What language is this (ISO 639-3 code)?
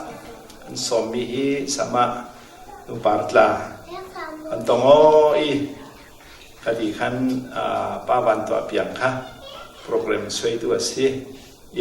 cfm